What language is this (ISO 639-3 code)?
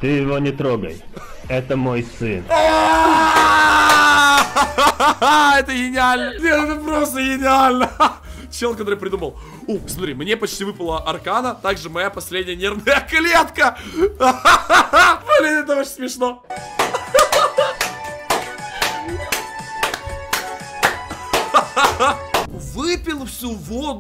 rus